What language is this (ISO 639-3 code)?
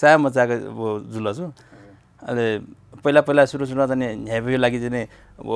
new